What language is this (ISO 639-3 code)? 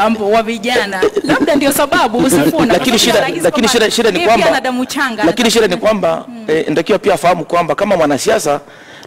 swa